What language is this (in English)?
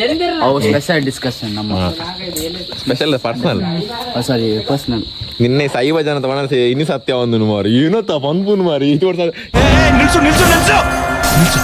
Tulu